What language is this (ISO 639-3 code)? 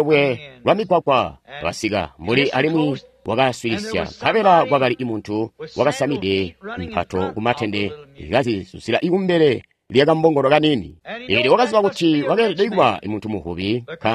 toi